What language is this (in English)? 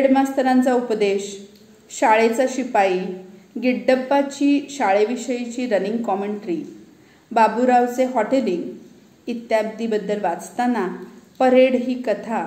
Marathi